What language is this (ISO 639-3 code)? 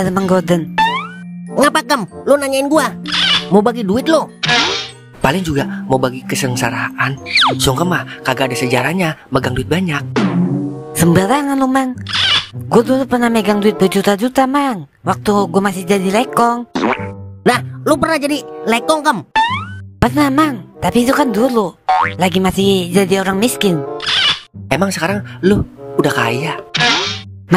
bew